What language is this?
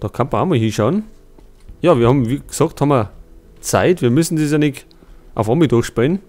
Bavarian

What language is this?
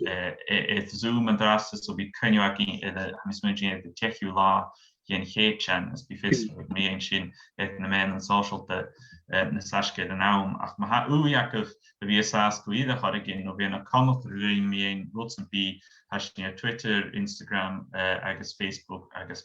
Scottish Gaelic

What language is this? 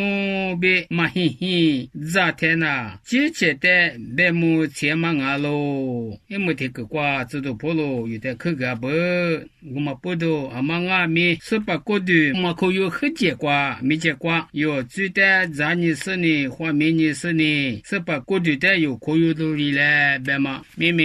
Lisu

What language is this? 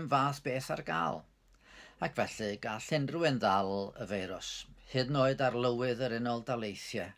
Welsh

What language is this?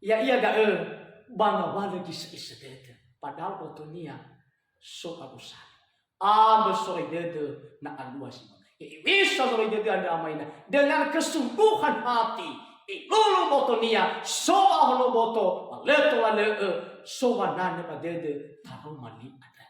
Nias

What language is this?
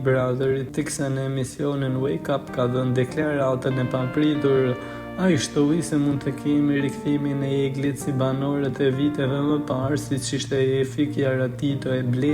Albanian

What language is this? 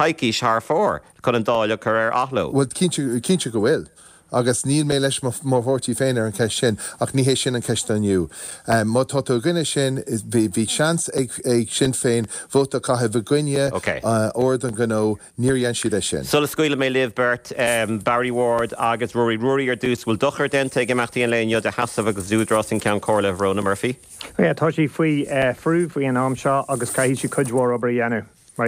Irish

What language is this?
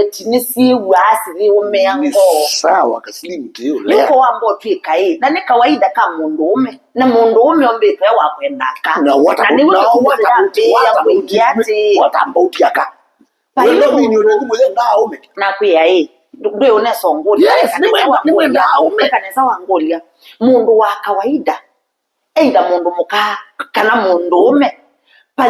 Kamba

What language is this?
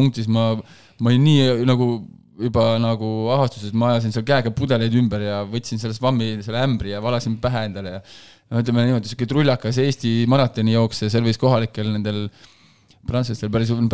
Estonian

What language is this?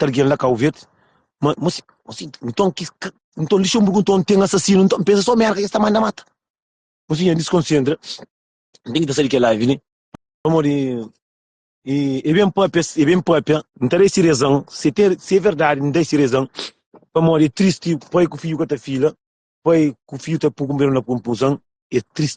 Kabuverdianu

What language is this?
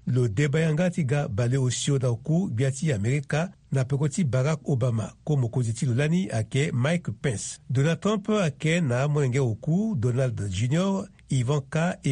Sango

